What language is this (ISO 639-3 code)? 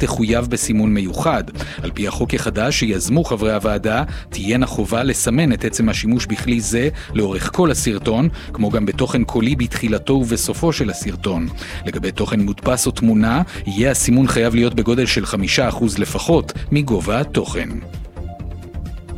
heb